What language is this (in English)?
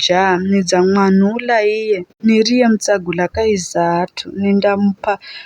Giryama